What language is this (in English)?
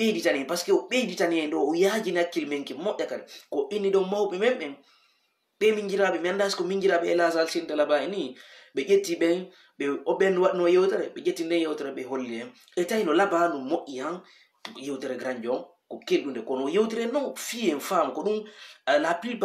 Fula